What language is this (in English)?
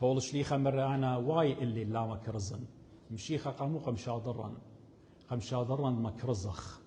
Assyrian Neo-Aramaic